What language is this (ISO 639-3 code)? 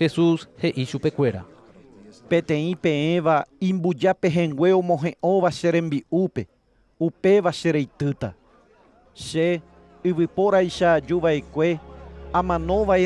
grn